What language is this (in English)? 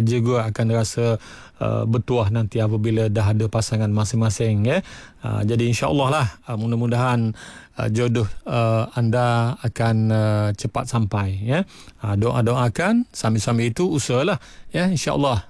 Malay